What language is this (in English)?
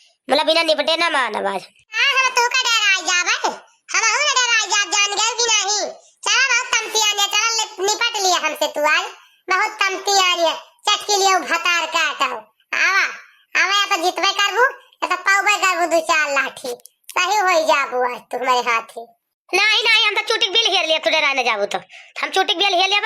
Awadhi